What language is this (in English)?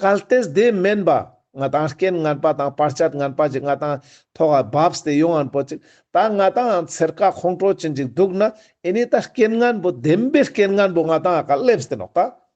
Ladakhi